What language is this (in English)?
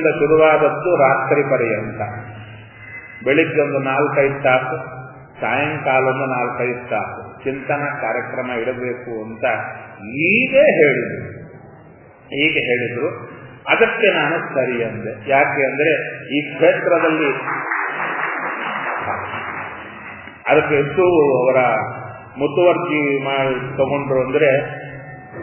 Kannada